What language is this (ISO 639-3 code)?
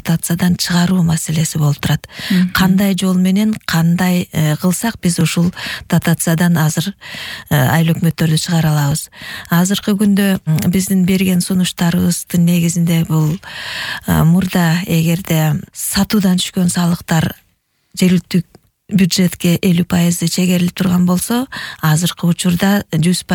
kir